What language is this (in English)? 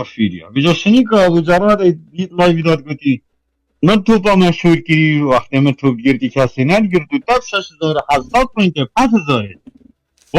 Kurdish